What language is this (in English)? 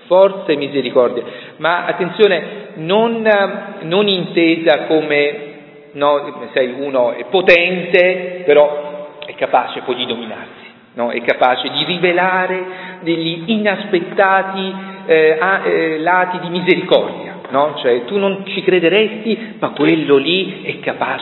Italian